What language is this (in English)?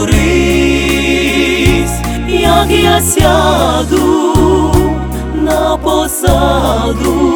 Ukrainian